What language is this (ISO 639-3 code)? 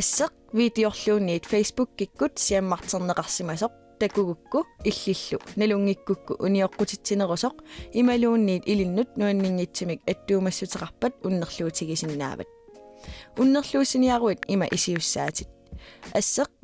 kal